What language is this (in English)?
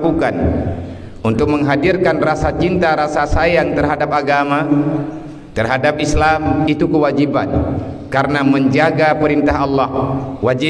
Achinese